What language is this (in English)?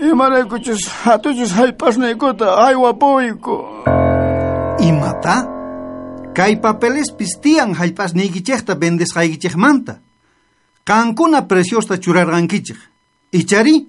South Bolivian Quechua